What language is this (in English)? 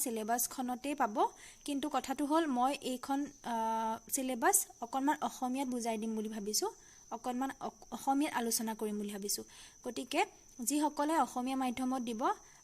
Assamese